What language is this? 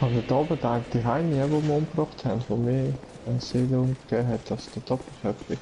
Swiss German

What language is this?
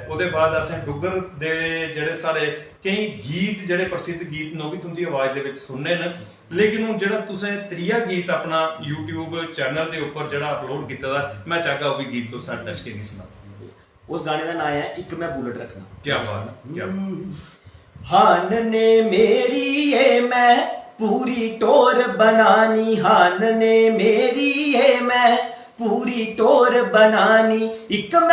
Dogri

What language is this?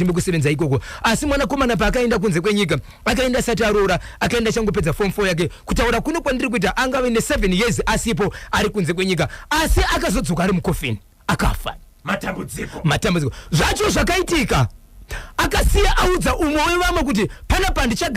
Shona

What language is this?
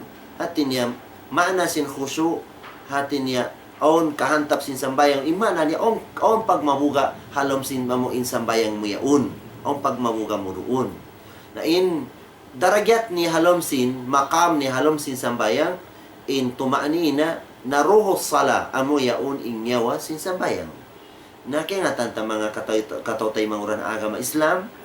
Tausug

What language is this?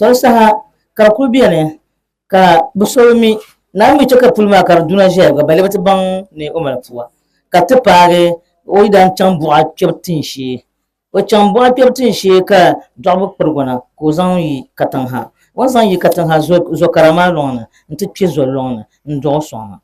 Dagbani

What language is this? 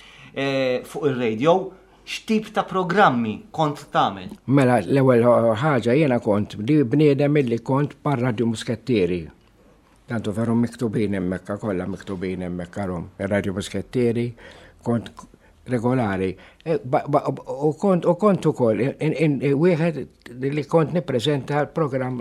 Maltese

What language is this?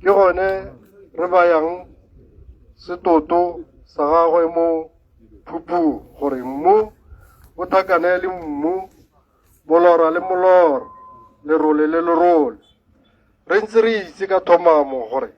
Tswana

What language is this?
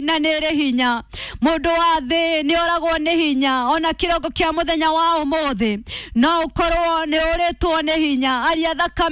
Kikuyu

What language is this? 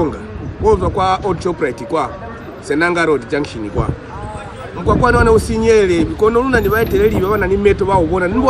Lozi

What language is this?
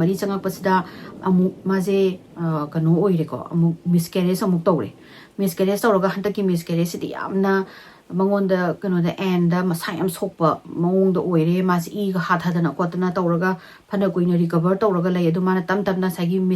Manipuri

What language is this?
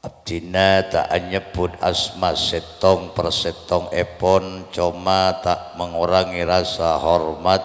Madurese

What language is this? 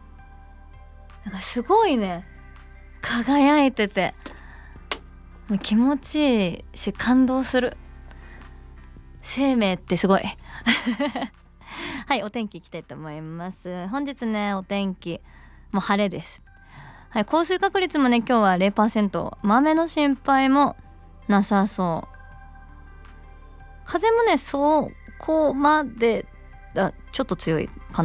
Japanese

